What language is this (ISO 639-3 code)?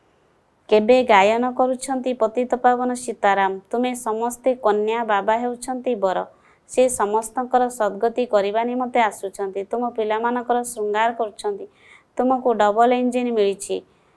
ori